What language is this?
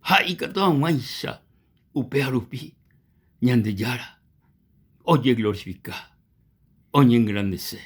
Guarani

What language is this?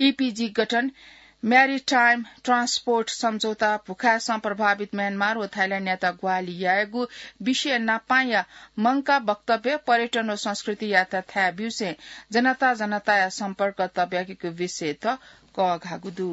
Newari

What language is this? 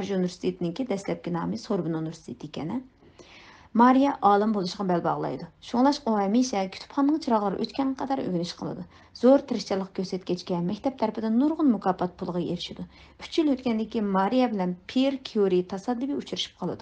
Uyghur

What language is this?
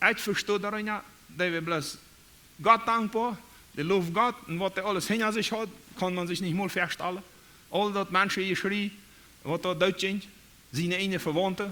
Plautdietsch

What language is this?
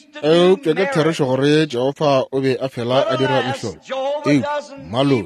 Northern Sotho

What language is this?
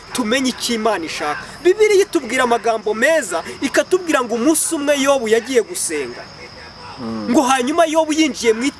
Kinyarwanda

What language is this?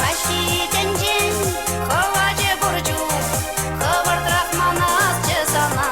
Chuvash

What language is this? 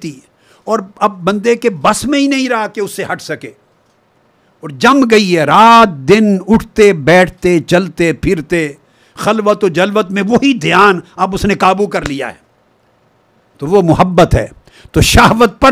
Urdu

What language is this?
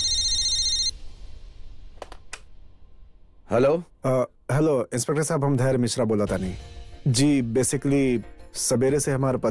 Bhojpuri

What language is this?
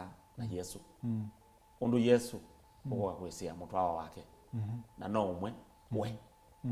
Kamba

